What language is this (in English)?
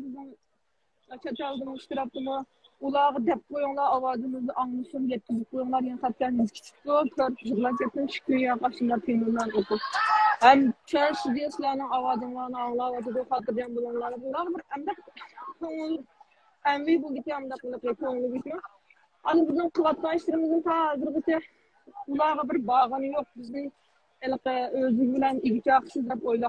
Uyghur